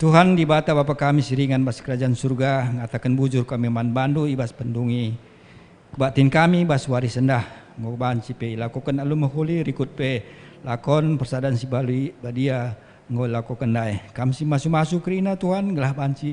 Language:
Batak Karo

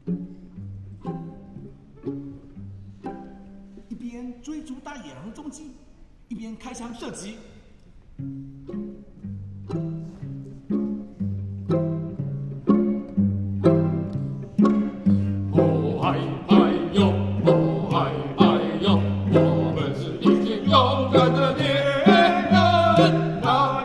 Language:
Chinese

